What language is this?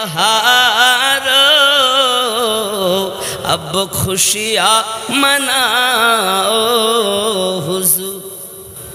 Bangla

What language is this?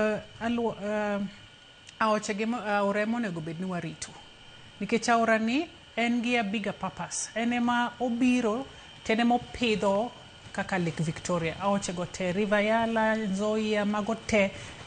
Luo (Kenya and Tanzania)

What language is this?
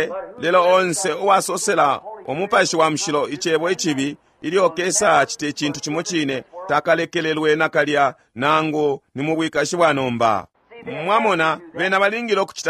Bemba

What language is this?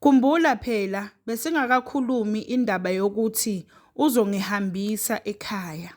Zulu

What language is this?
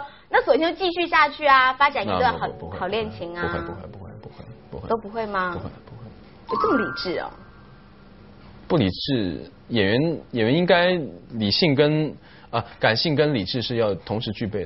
Chinese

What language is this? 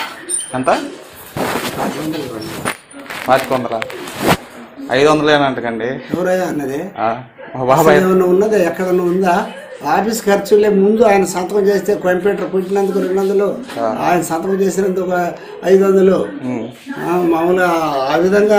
Telugu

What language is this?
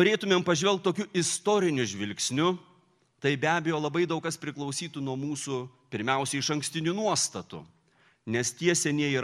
Lithuanian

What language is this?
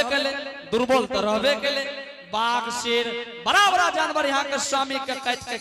Angika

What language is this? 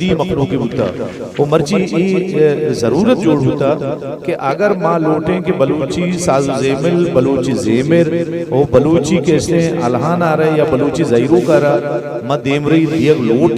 Eastern Balochi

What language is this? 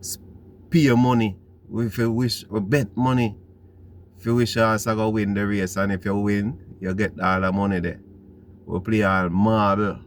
Jamaican Creole English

